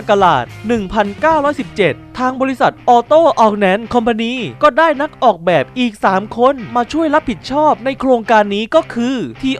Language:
Thai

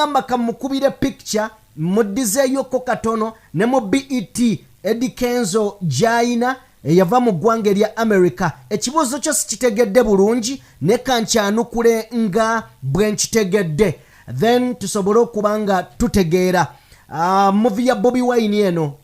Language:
Ganda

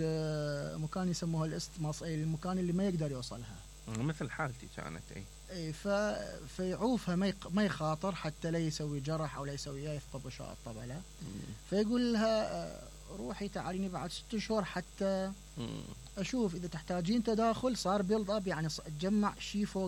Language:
Mesopotamian Arabic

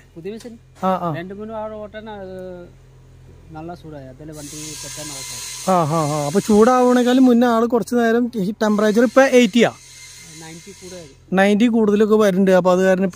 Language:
Malayalam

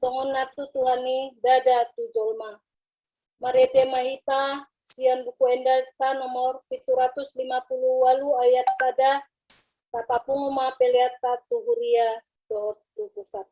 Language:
Batak Toba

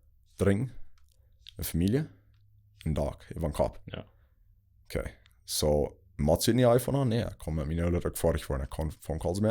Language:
Plautdietsch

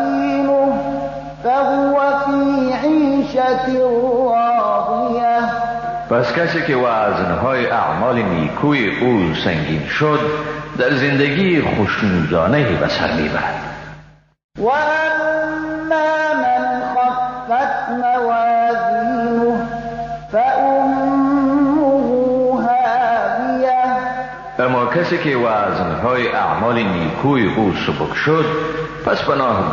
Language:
Persian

